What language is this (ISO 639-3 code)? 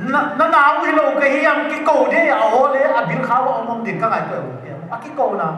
pck